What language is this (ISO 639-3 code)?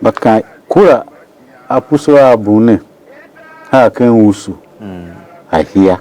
tiv